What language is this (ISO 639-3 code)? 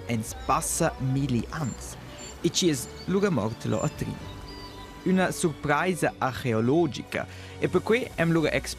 roh